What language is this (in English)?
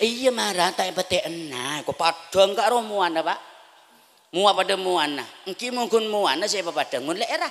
Madurese